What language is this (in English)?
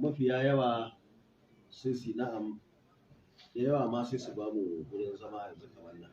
Hausa